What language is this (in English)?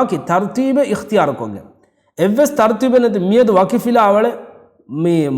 Divehi